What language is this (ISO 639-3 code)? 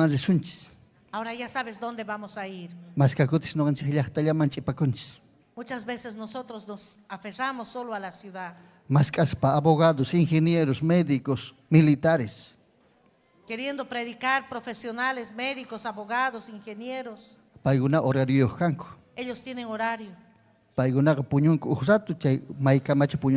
quy